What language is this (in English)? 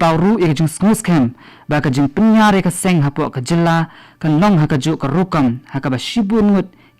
Khasi